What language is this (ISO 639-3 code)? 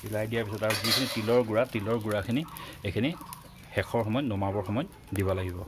asm